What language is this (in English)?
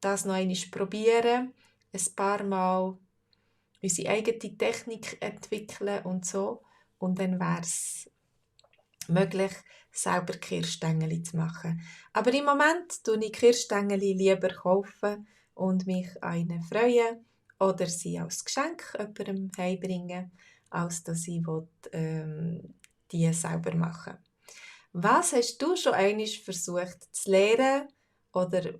Swiss German